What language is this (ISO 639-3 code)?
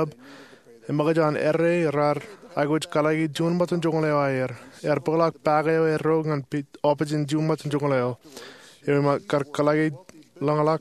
mah